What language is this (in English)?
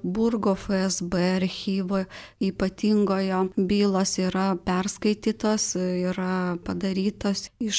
Lithuanian